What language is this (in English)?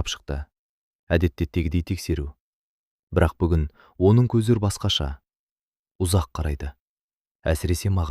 Kazakh